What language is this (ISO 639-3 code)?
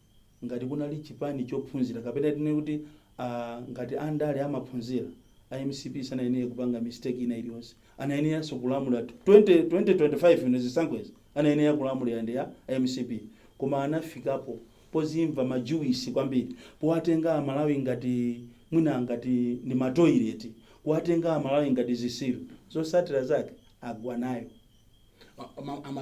nya